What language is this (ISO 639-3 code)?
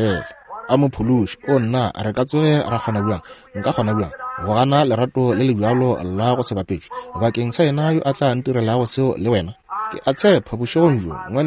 nso